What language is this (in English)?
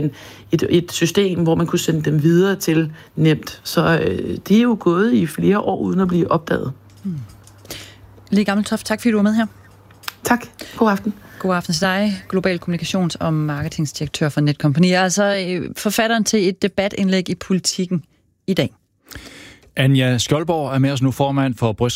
Danish